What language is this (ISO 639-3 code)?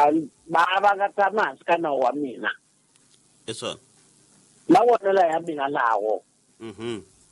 tso